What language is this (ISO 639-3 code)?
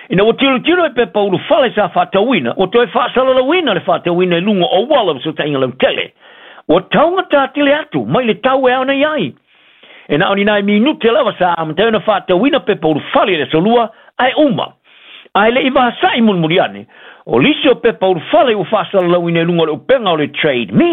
smo